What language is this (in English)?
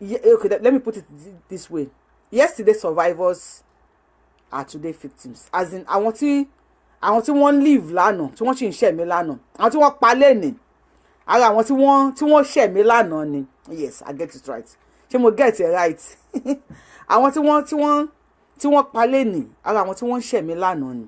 Yoruba